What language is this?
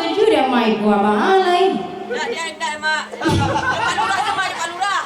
Minangkabau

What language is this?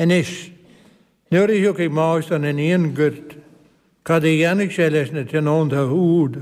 Irish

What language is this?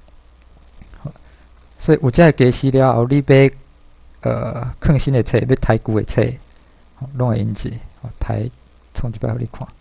Min Nan Chinese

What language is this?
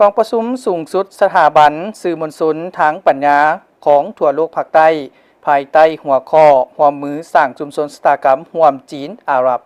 Lao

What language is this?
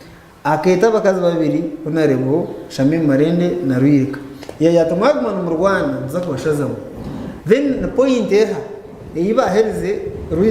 Nyankole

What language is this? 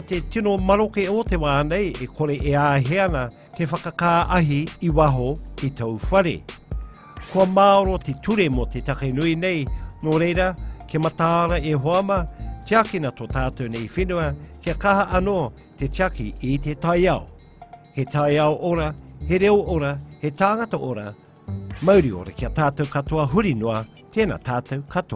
Māori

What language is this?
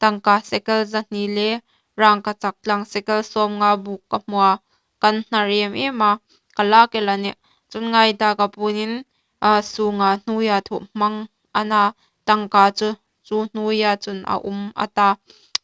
Hmar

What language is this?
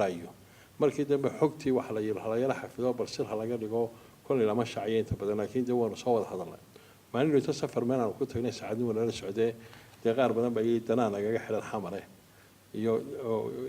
Somali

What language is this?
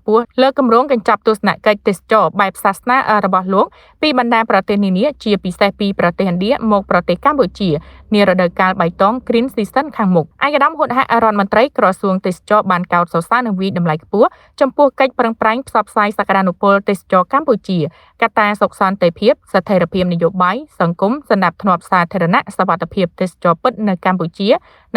Khmer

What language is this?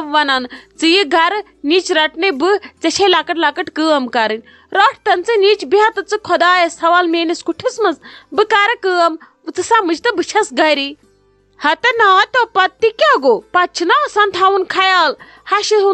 Kashmiri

